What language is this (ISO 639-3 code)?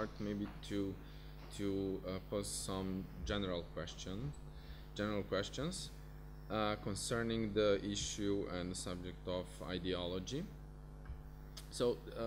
eng